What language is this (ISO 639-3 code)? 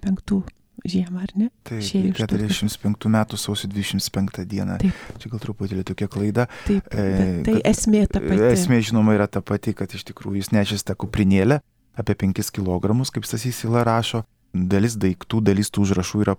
lit